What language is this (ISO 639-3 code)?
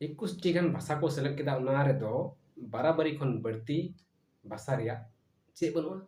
sat